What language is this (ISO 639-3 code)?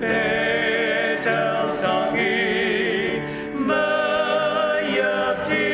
njo